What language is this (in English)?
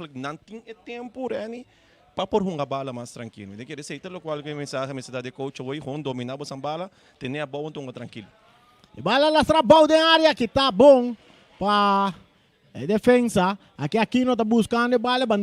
Papiamento